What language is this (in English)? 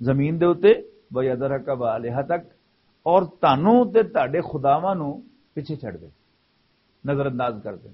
Western Panjabi